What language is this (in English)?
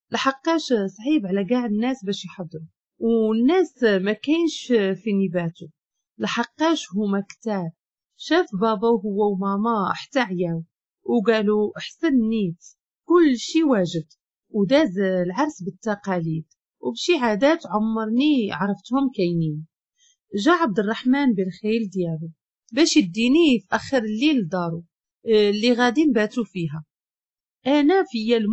Moroccan Arabic